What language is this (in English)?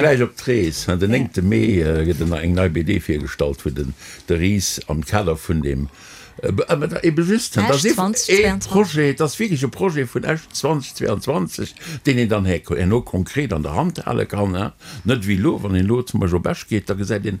Luxembourgish